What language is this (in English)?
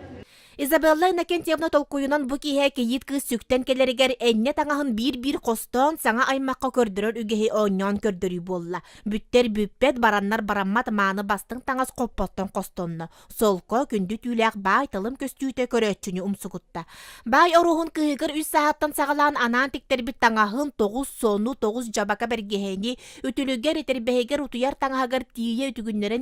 Yakut